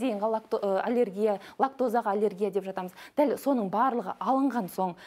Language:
Kazakh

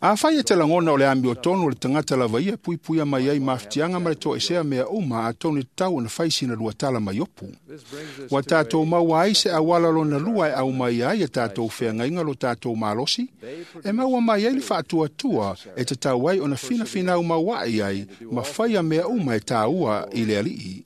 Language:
Samoan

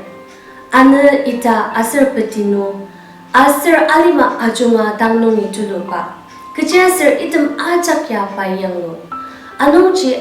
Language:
Ao Naga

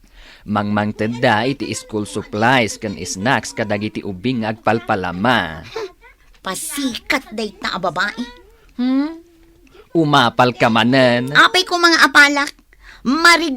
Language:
Iloko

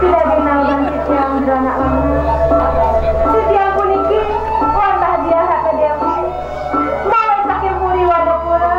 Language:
Balinese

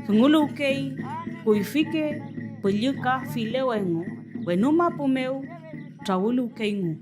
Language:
Mapuche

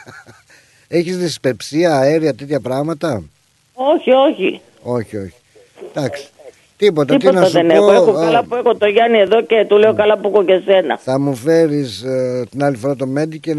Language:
Greek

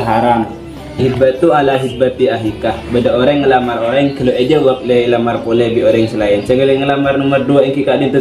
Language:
Madurese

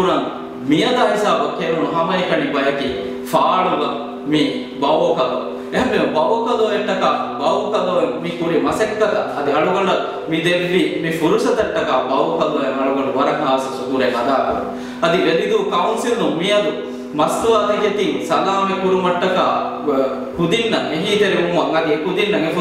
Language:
Divehi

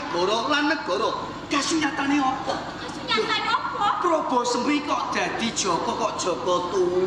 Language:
Javanese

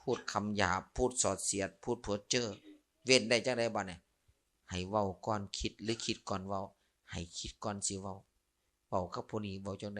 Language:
Lao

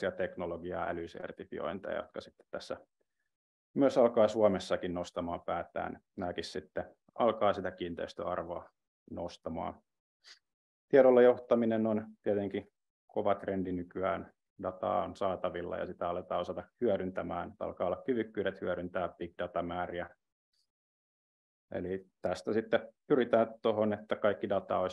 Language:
Finnish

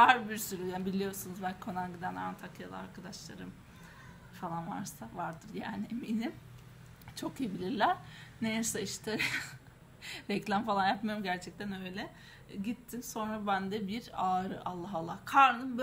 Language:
Turkish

